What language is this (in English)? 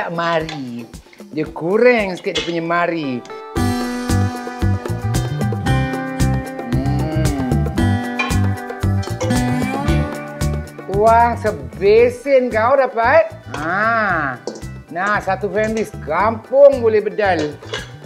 Malay